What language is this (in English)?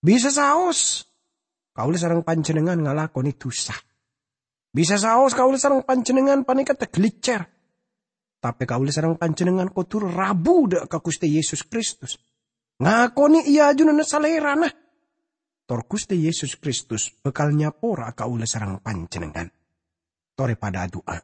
Madurese